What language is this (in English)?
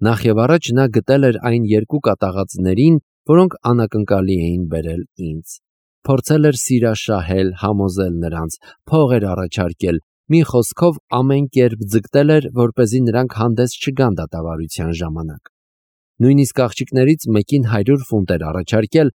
Armenian